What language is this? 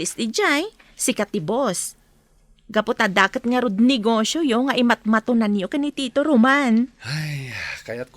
Iloko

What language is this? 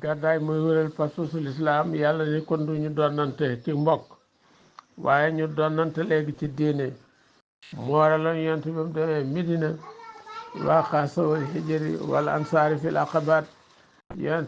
Wolof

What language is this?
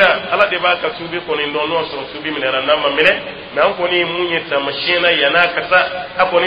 Dyula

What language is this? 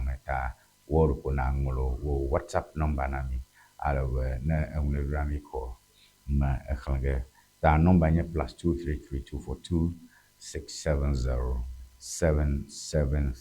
Ewe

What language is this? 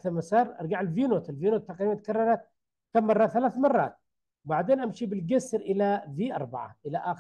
Arabic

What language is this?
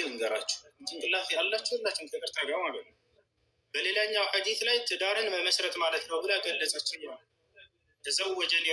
Amharic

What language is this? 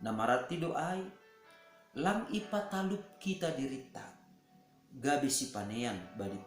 Batak Simalungun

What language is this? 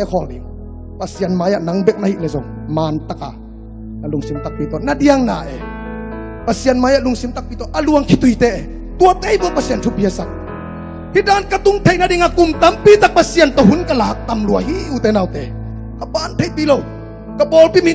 Tedim Chin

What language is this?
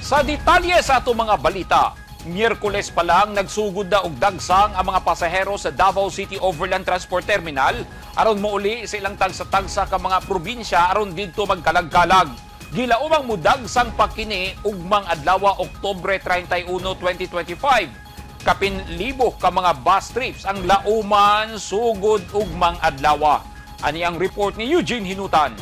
Cebuano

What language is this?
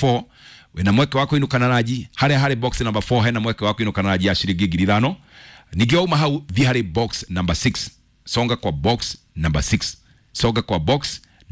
Kikuyu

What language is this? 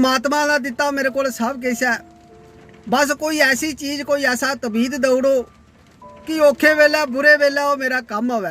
Dogri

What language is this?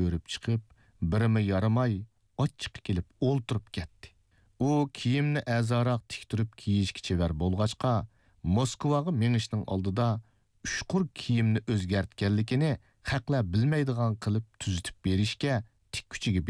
Uyghur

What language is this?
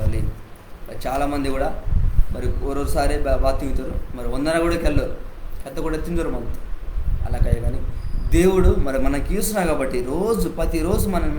Koya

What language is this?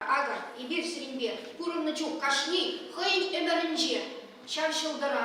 Chuvash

